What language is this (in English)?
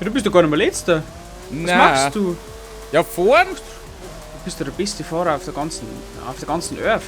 Bavarian